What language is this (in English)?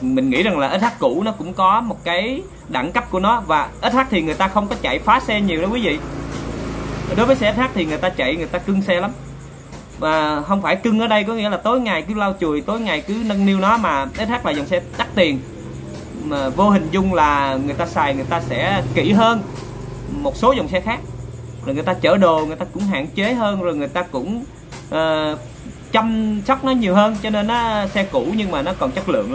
Vietnamese